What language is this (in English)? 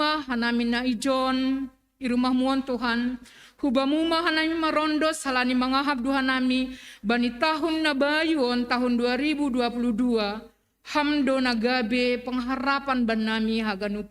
Batak Simalungun